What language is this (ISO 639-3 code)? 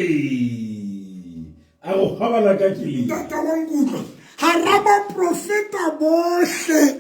sot